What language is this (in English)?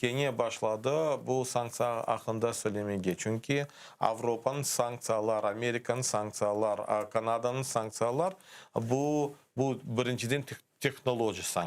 Crimean Tatar